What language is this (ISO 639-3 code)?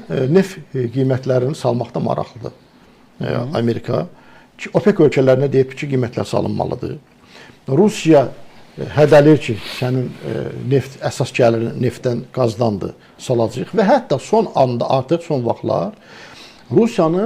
aze